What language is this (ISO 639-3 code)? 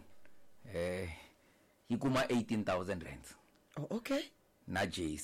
tso